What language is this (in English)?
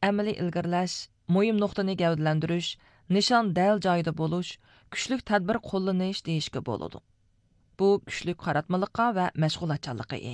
Uyghur